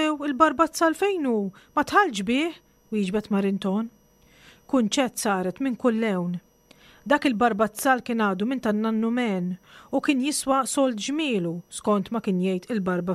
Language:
Maltese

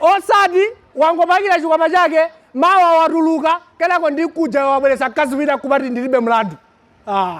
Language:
Nyanja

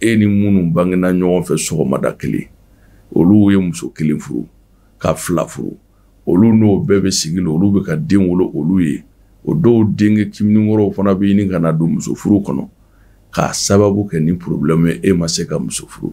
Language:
Bambara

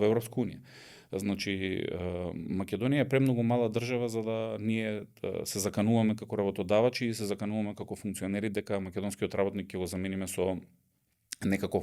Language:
Macedonian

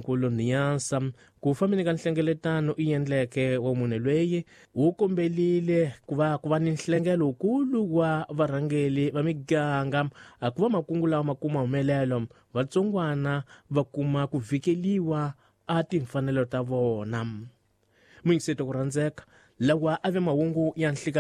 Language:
Tsonga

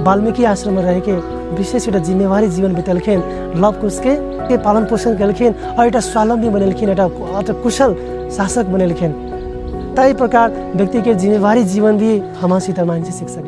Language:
Maithili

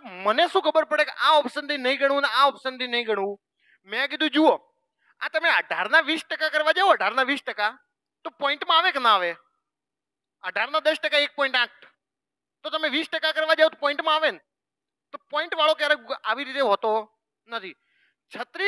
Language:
Gujarati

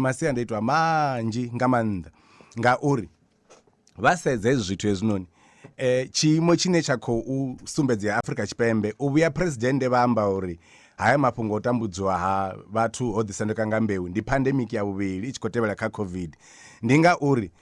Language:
Venda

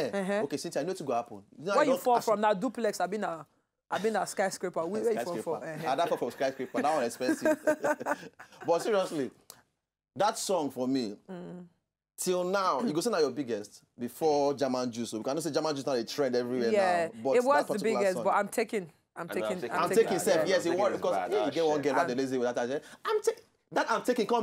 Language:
Nigerian Pidgin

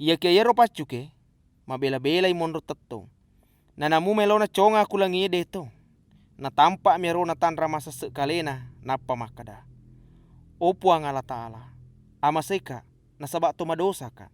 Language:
Buginese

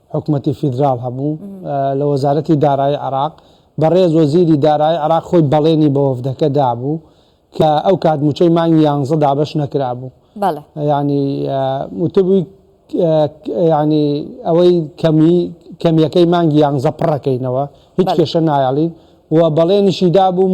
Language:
Central Kurdish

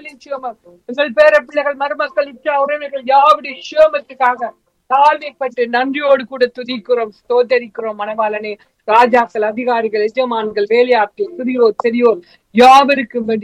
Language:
Tamil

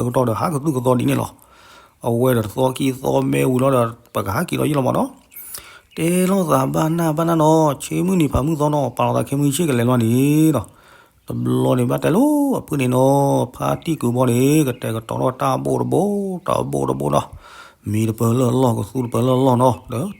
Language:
S'gaw Karen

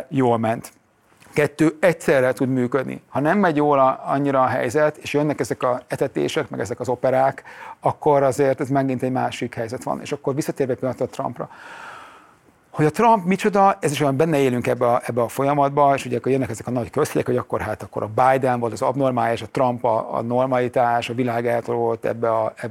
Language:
Hungarian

